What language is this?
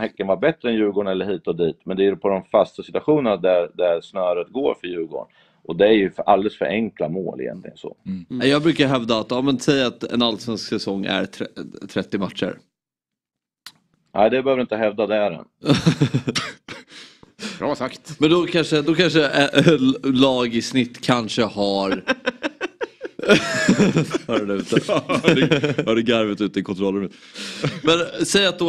Swedish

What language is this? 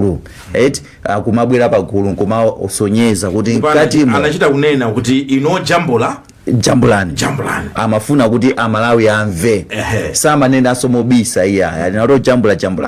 Nyanja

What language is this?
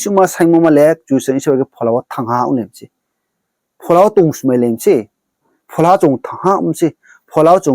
Riang (India)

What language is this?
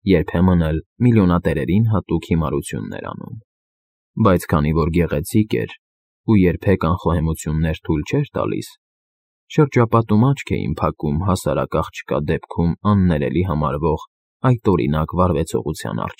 Armenian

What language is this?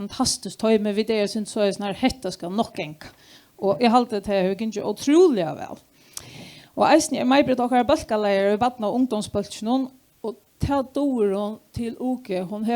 Faroese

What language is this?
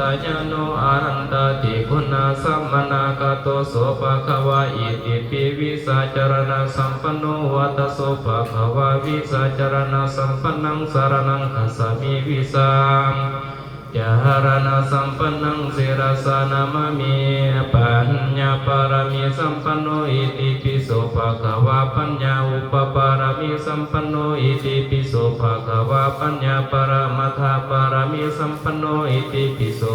Pali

